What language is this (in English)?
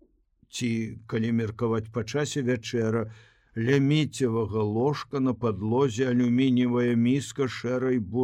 Belarusian